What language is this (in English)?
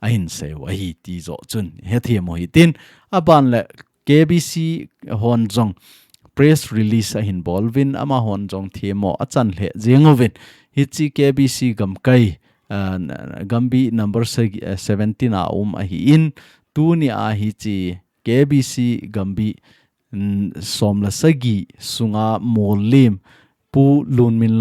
Thado Chin